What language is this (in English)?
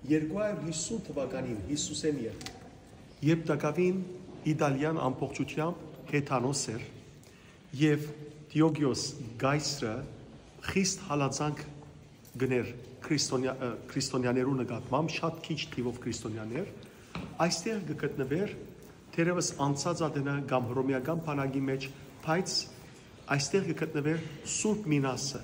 Western Armenian